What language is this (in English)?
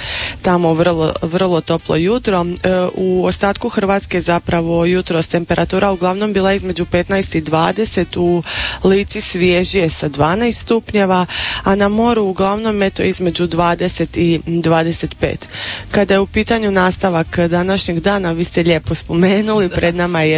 Croatian